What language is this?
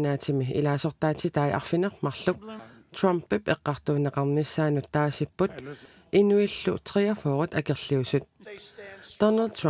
Kalaallisut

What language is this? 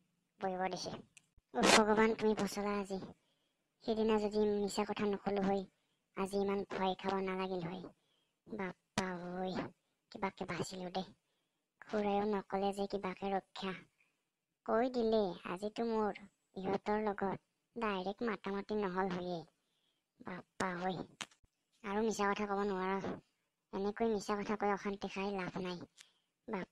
Assamese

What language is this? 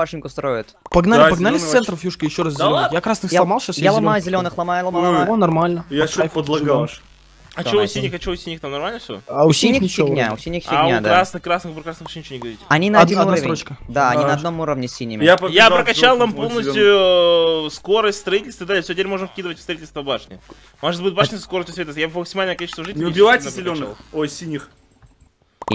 Russian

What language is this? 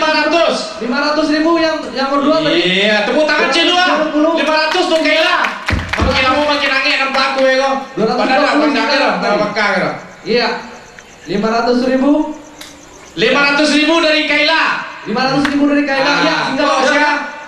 Minangkabau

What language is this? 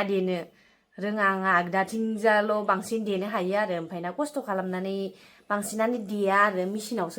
Bodo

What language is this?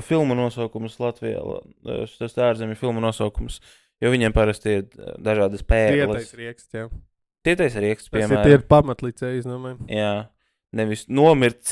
Latvian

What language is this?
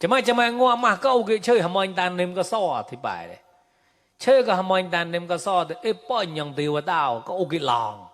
Mon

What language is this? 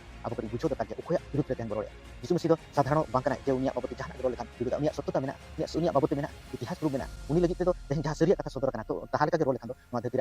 Santali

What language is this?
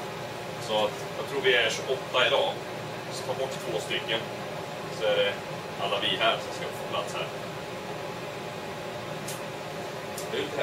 Swedish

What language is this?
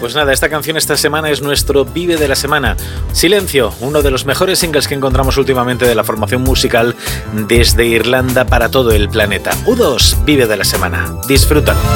Spanish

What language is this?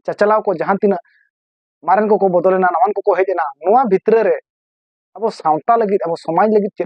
Santali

